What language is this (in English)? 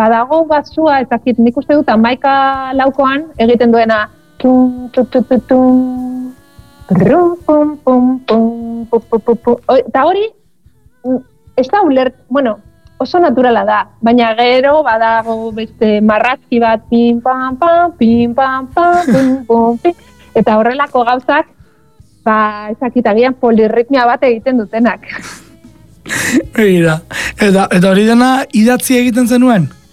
Basque